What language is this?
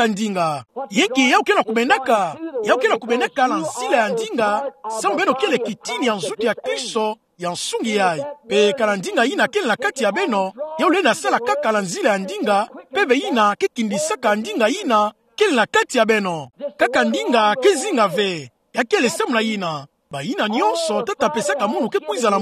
Kituba (Democratic Republic of Congo)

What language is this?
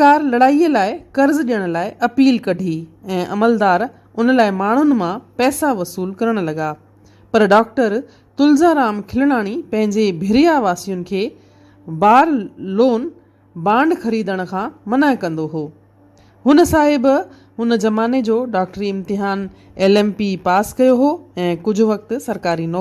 Sindhi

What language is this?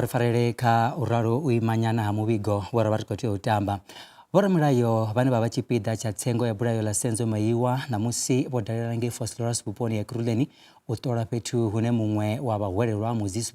Venda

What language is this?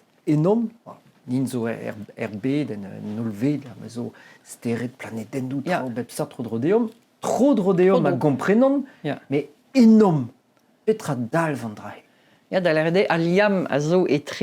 Breton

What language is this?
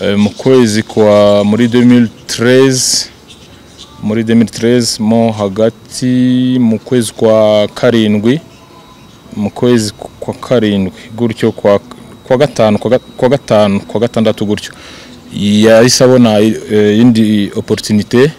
Kinyarwanda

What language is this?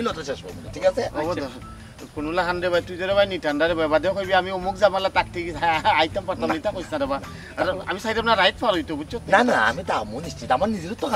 Sylheti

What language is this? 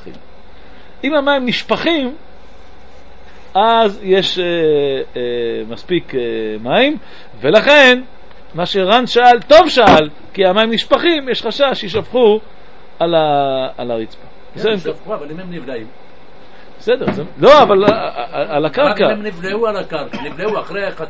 Hebrew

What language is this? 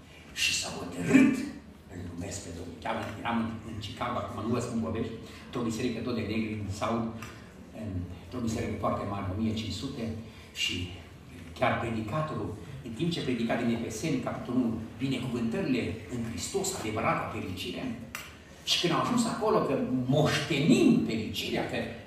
Romanian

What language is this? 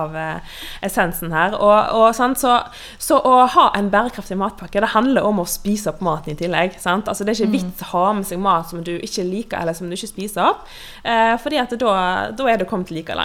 Norwegian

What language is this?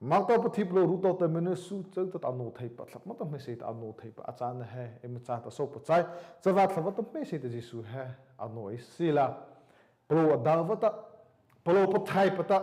Mara Chin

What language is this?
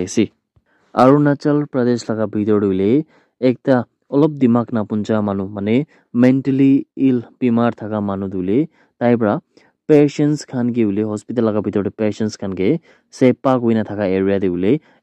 Naga Pidgin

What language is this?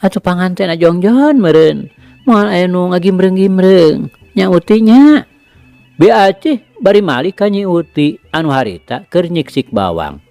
Sundanese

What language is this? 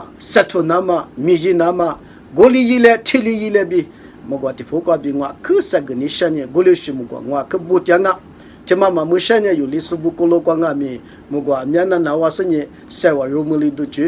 Lisu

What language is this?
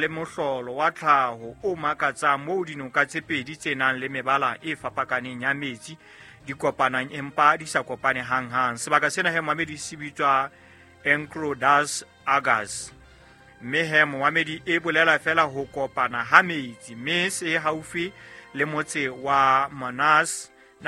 Southern Sotho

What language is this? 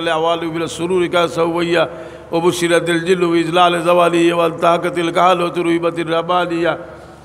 Sylheti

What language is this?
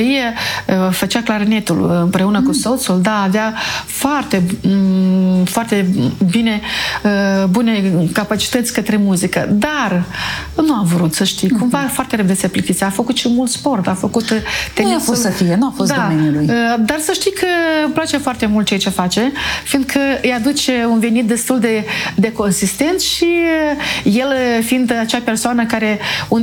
Romanian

